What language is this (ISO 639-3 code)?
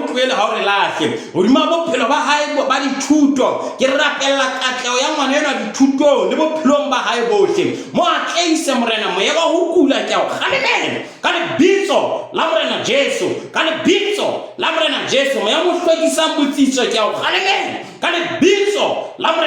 sot